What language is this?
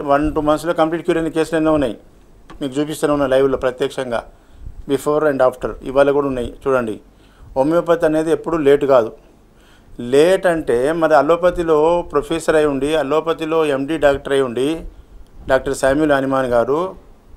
Telugu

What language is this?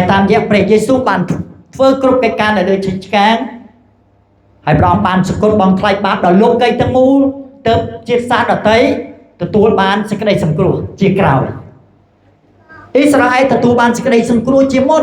Khmer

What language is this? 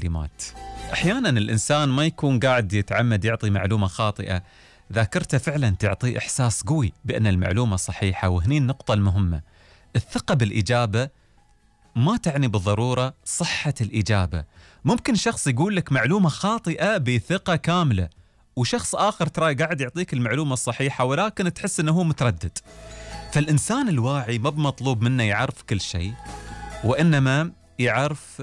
Gulf Arabic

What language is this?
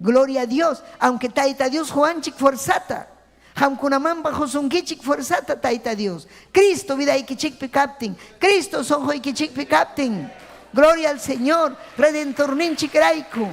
Ayacucho Quechua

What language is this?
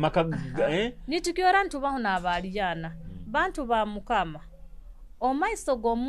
Nyoro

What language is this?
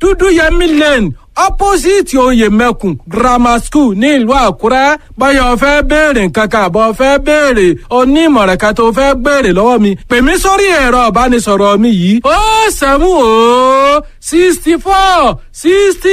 Yoruba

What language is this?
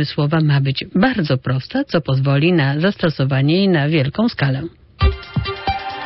Polish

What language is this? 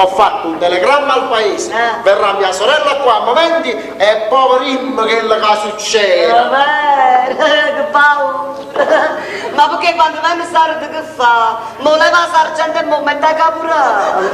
Neapolitan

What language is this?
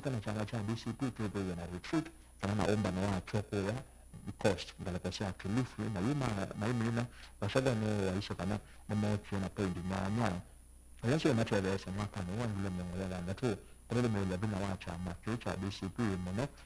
Kamba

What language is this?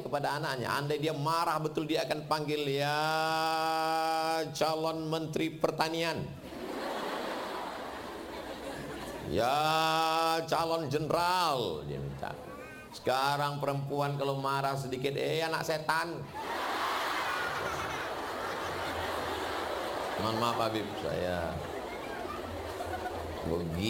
Indonesian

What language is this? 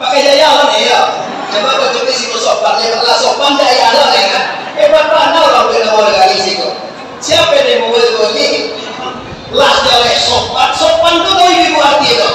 Minangkabau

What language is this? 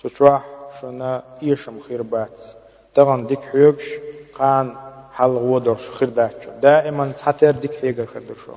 Chechen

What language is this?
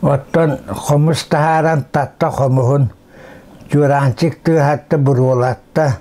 Yakut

